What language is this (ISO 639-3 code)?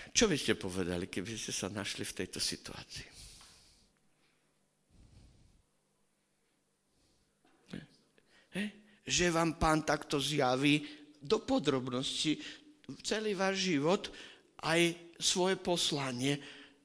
slk